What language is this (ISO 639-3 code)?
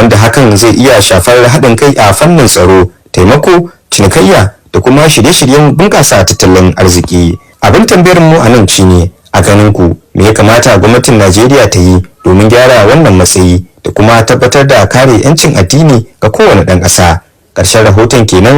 hau